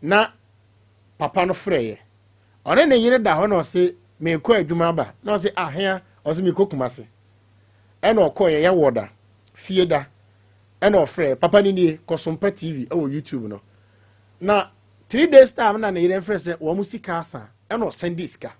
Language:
Akan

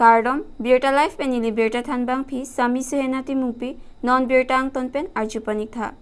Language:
Karbi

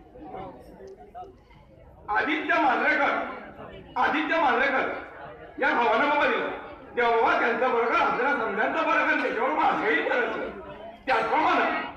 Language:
Marathi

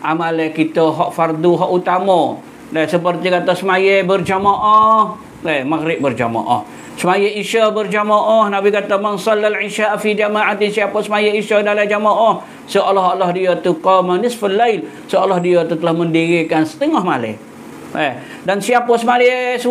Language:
Malay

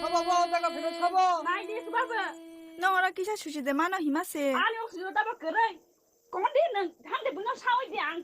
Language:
Kok Borok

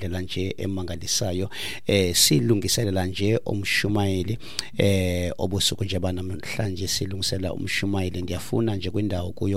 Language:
Xhosa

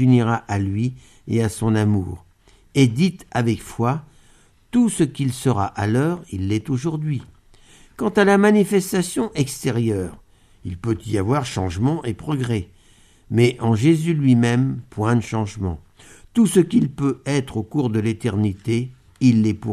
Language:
French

